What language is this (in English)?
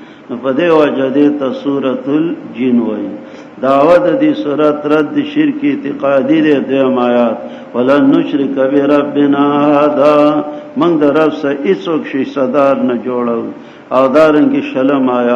Pashto